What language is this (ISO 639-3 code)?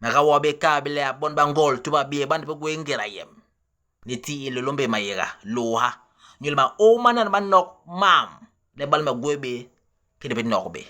bas